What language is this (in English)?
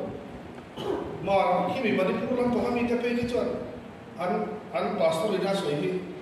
Vietnamese